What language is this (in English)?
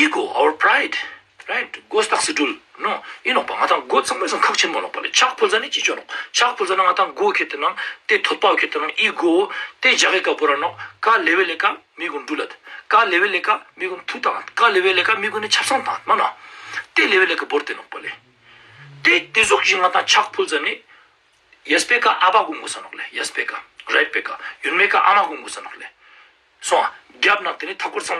Ladakhi